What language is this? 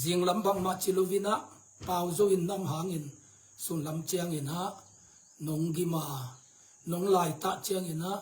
Tedim Chin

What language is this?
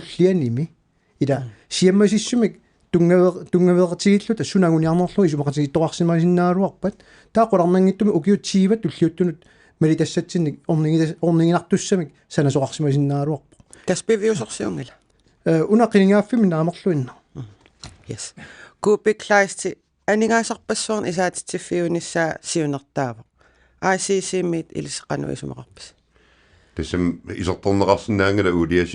Kalaallisut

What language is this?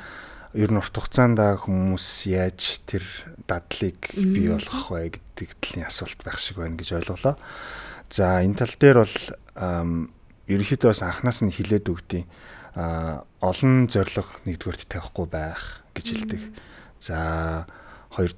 Mongolian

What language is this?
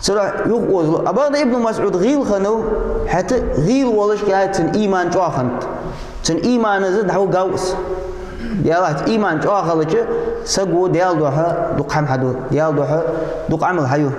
Ingush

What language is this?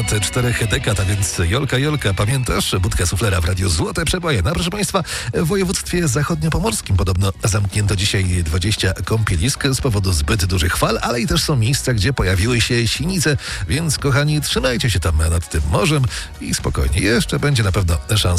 Polish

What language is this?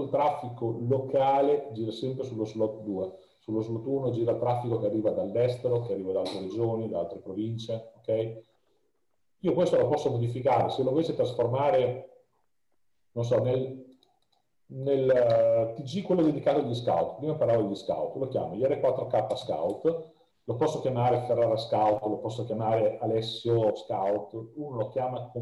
Italian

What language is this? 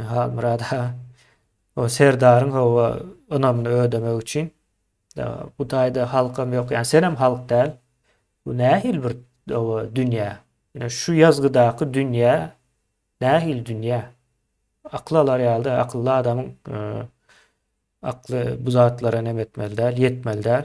Turkmen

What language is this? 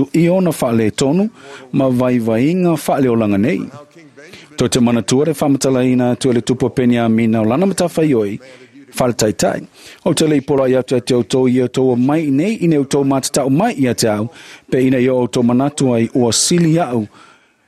Samoan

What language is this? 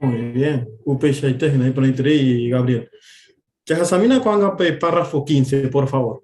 Guarani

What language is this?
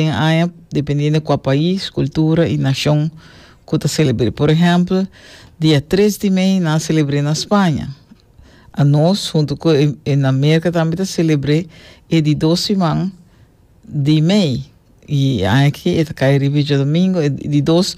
Papiamento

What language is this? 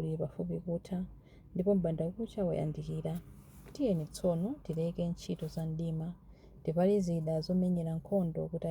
Nyanja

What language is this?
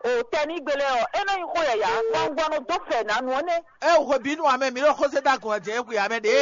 Fon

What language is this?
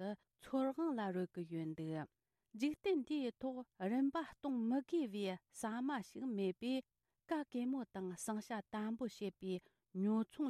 Tibetan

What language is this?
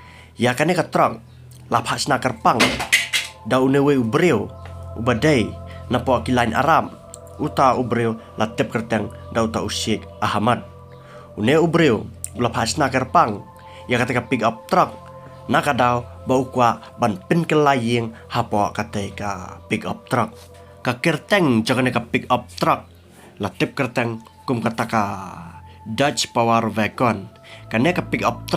Khasi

